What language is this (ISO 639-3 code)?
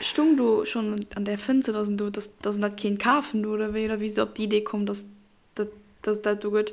ltz